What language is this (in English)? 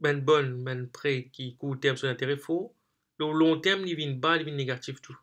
Morisyen